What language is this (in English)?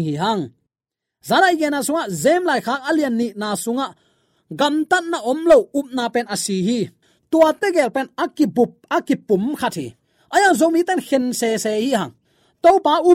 Tedim Chin